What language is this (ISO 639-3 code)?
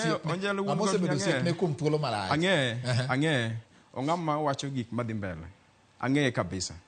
luo